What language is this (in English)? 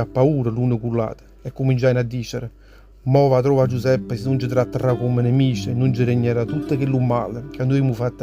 Neapolitan